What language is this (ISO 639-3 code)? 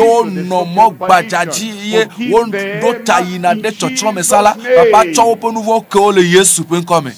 ewe